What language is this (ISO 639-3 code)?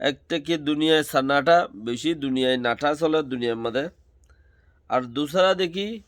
rhg